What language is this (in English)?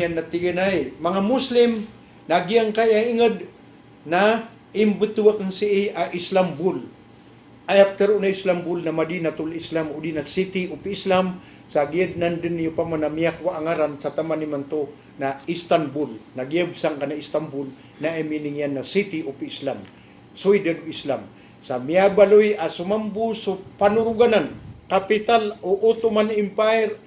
Maranao